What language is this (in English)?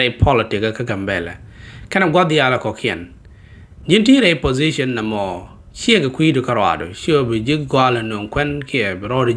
Nuer